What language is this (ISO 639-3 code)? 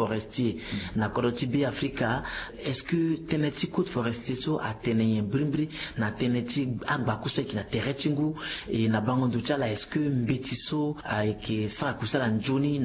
sag